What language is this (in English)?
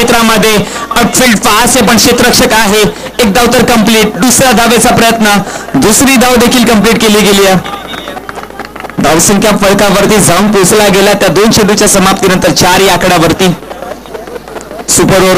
Marathi